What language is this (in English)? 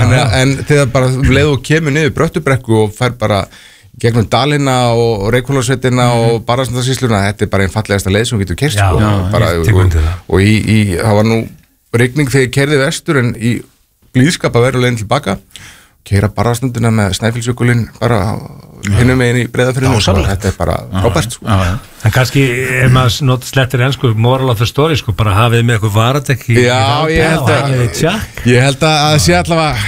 Icelandic